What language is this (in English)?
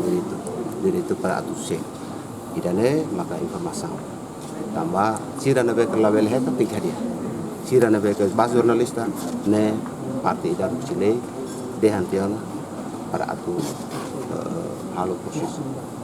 Tetum